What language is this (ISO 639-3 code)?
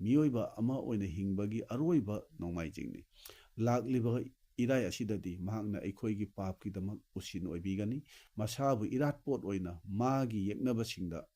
mni